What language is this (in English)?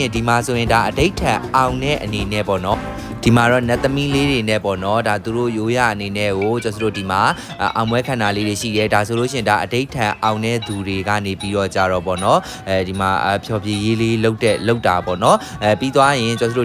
Burmese